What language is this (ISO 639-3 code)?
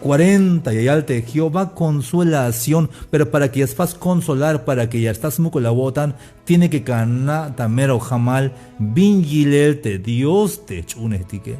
tzh